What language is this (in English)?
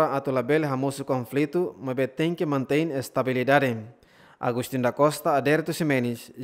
Tetum